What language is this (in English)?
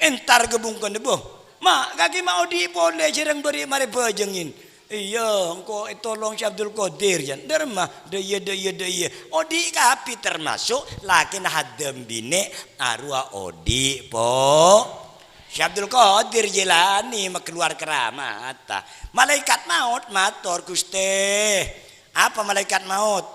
Madurese